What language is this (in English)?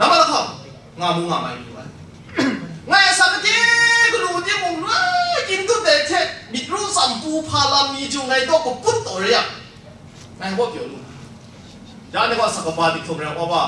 Kachin